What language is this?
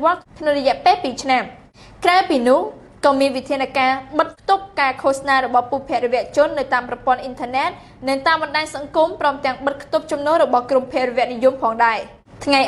Khmer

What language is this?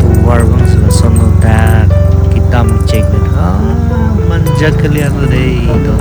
Karbi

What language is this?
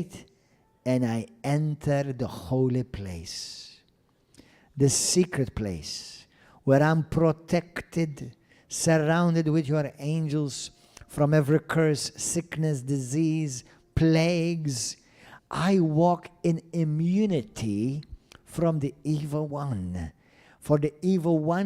English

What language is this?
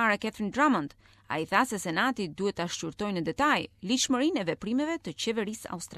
Albanian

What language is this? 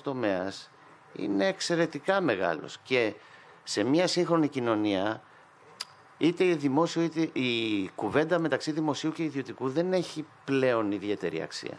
Greek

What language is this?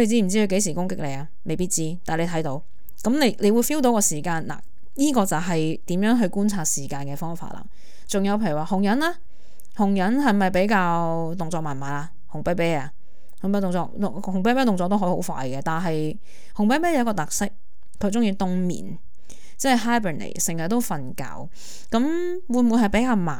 Cantonese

